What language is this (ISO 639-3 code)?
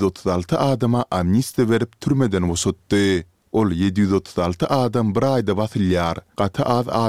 tuk